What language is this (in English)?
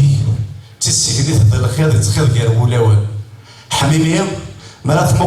Kabyle